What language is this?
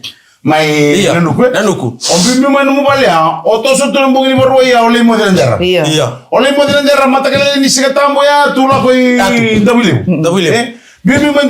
Fijian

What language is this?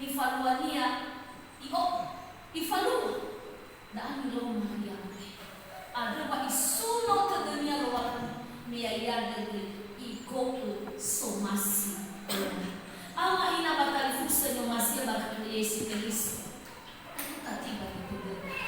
Nias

